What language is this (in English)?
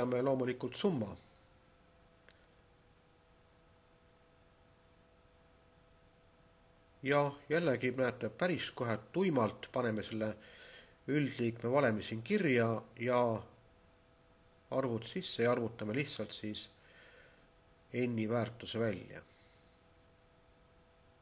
Estonian